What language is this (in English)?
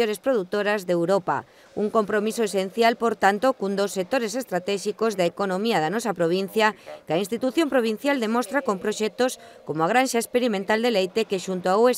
Galician